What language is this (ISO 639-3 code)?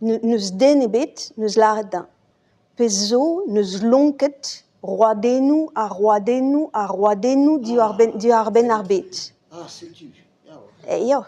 bre